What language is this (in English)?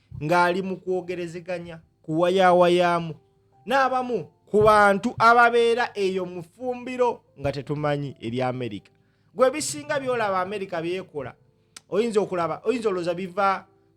Ganda